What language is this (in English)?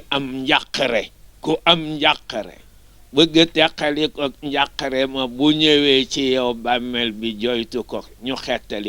Wolof